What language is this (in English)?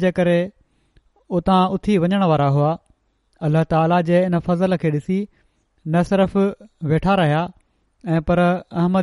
Sindhi